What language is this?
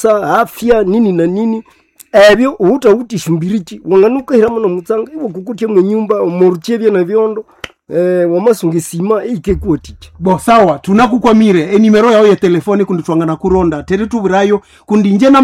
Nande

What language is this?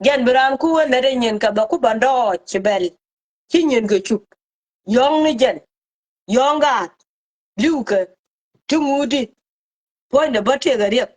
Nuer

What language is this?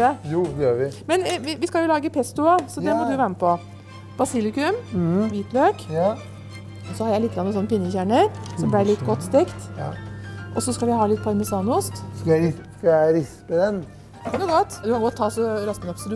Norwegian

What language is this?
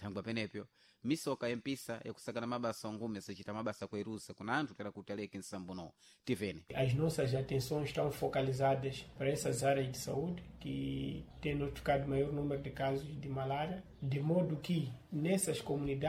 Sena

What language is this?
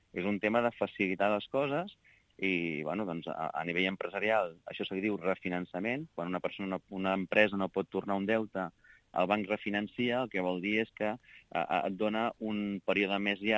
Catalan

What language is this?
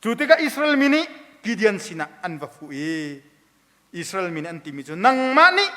Hakha Chin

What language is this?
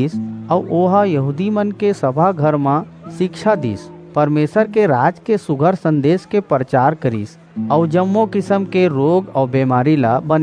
Chhattisgarhi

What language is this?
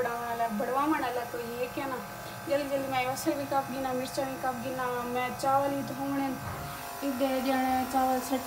Saraiki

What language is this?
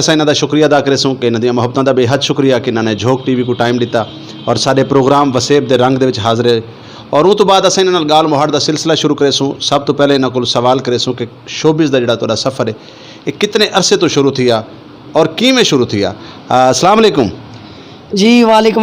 Saraiki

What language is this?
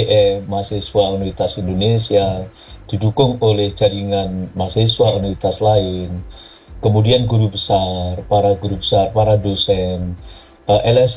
Indonesian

